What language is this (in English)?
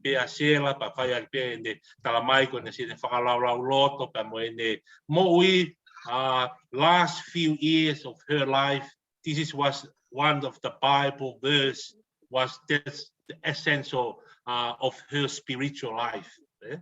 Tongan